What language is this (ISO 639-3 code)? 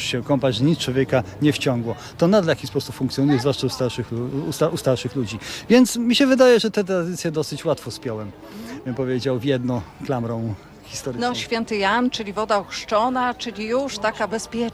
pol